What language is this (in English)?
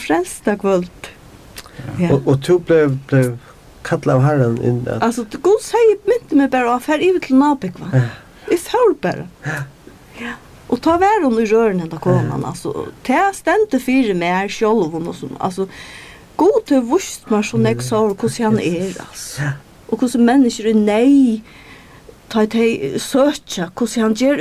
Faroese